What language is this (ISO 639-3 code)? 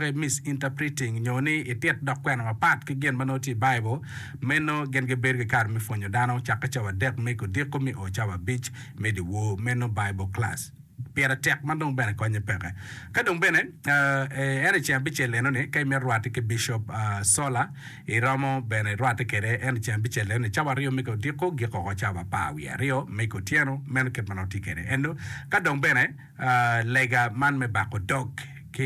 ach